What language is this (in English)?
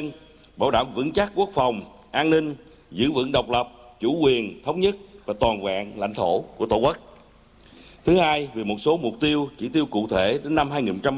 Vietnamese